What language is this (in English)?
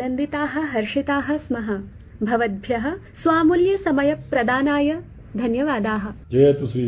Sanskrit